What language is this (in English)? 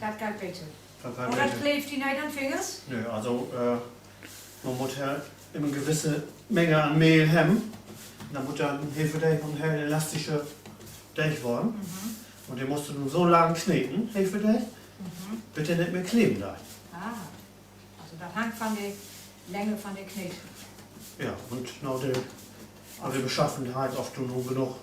Low German